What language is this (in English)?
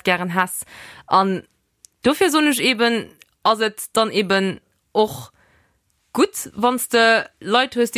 Luxembourgish